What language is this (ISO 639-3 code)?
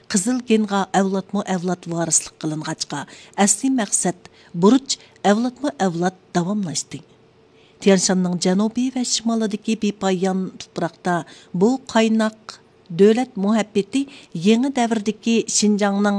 uig